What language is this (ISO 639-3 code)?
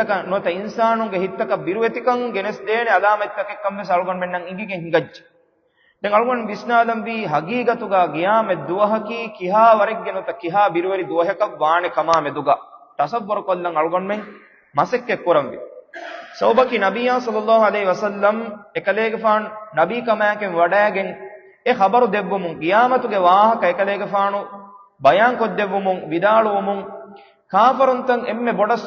div